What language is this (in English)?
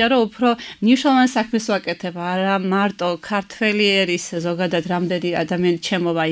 Georgian